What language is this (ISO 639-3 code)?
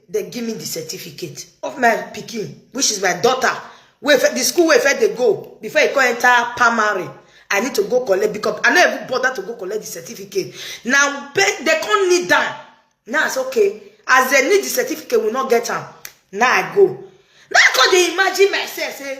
pcm